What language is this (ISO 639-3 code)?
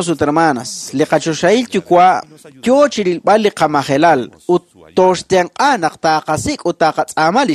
kek